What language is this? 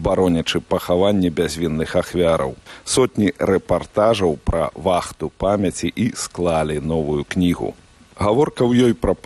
Belarusian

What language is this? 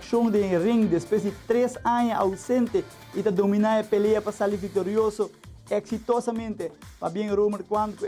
Papiamento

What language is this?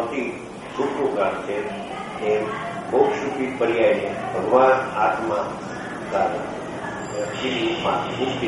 Gujarati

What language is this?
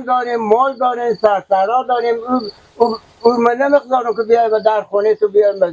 Persian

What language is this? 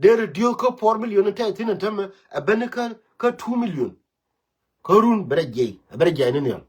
Nuer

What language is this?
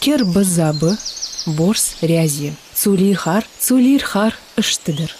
Ingush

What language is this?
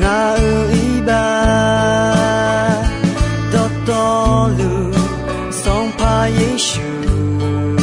Akha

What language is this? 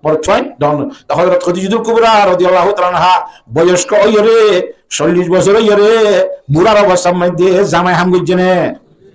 Rohingya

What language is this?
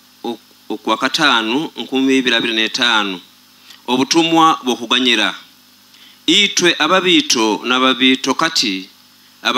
Nyoro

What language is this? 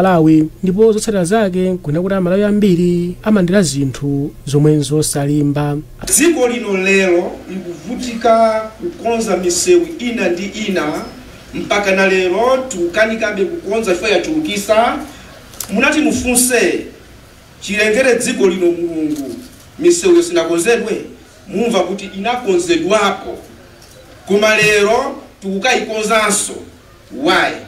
Nyanja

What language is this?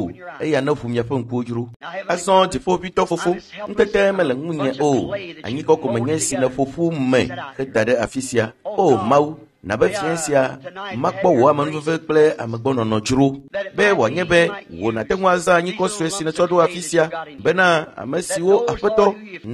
Ewe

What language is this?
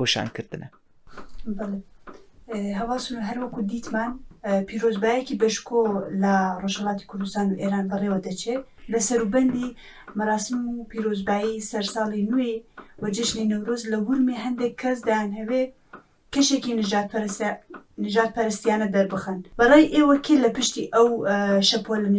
Central Kurdish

